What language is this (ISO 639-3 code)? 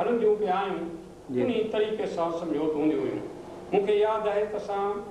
snd